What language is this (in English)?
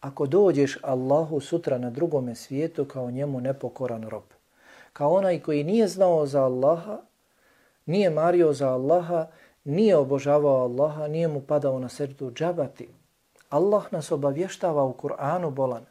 Bosnian